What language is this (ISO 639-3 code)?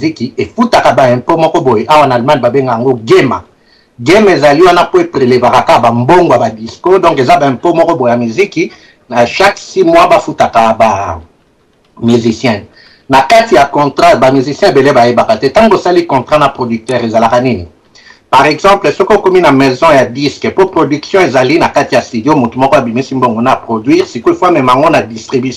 lin